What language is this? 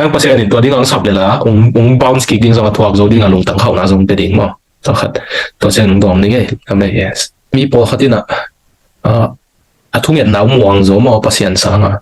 Tedim Chin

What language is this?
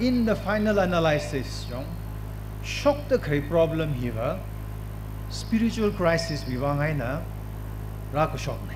Tangkhul Naga (India)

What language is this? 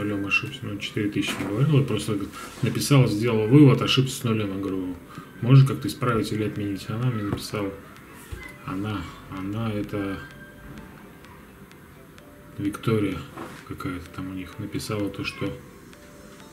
Russian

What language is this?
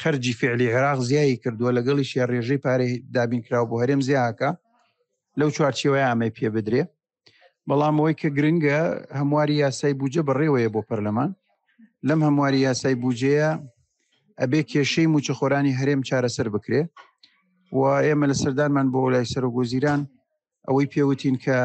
Central Kurdish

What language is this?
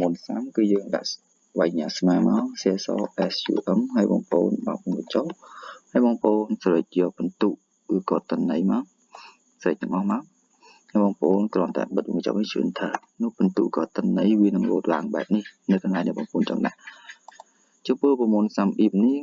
Khmer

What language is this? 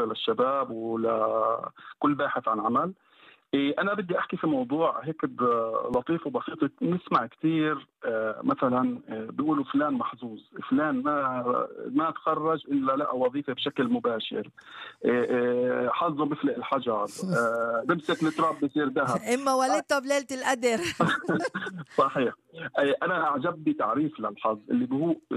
North Levantine Arabic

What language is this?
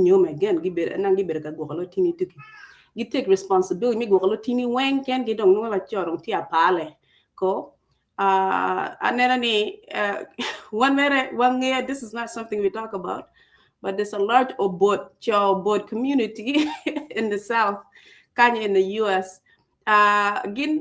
Acoli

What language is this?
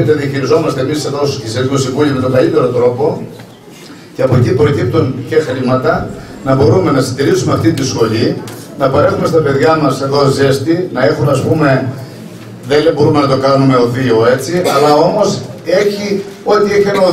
Greek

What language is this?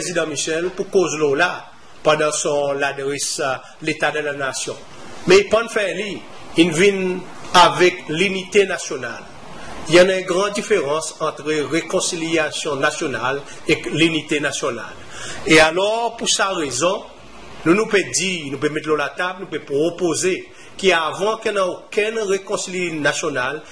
Seselwa Creole French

